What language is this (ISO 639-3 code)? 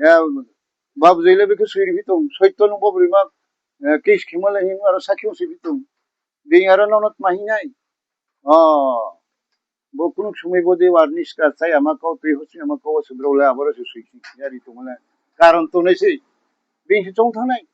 ria